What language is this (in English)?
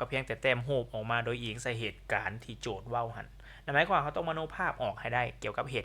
Lao